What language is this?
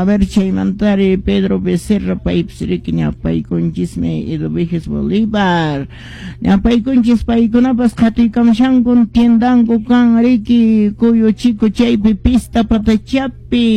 Quechua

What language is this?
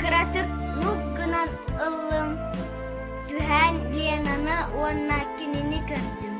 Yakut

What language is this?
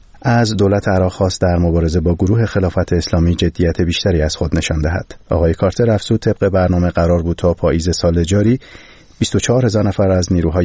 Persian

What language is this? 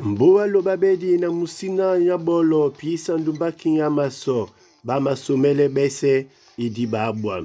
Duala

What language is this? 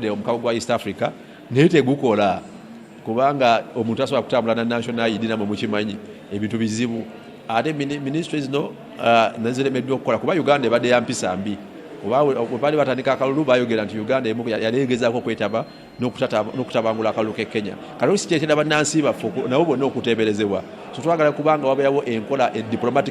Ganda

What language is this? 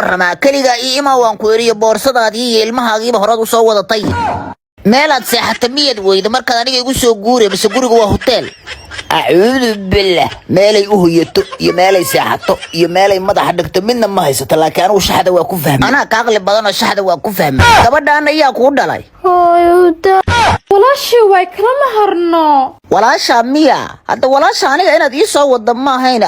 Somali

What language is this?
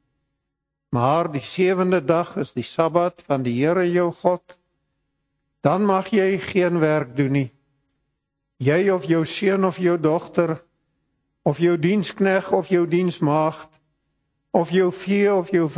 Afrikaans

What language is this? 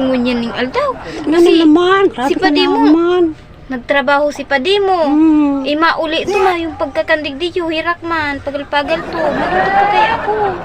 Bikol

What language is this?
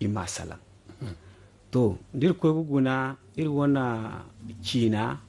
Zarma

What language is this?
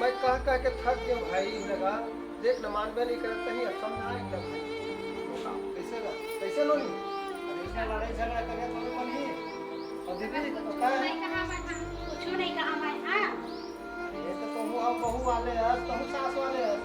Chhattisgarhi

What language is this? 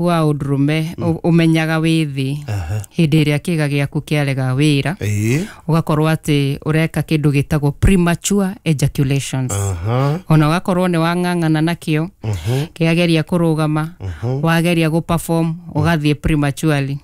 Kikuyu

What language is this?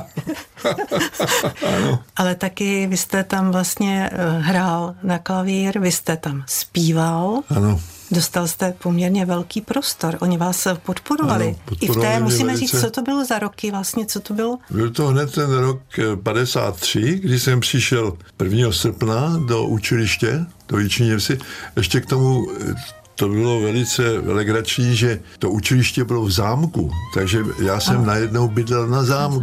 Czech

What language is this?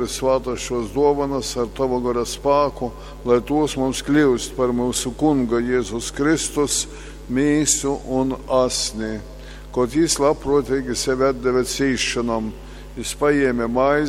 Latgalian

